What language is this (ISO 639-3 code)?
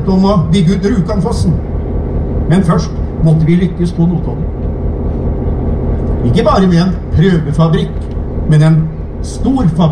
nor